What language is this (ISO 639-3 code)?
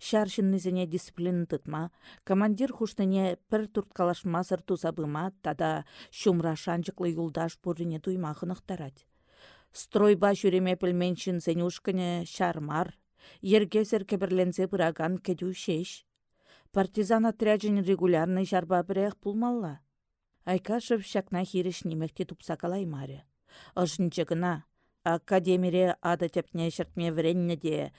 chv